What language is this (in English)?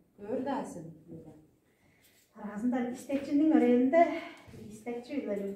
Tuvinian